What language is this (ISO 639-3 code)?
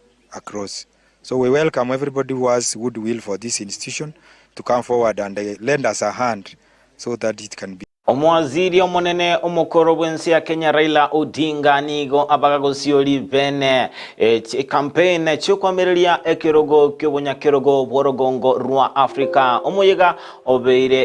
guz